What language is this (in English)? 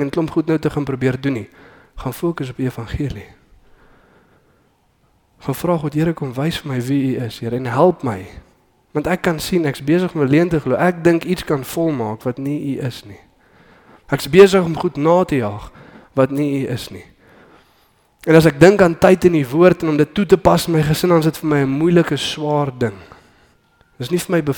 Afrikaans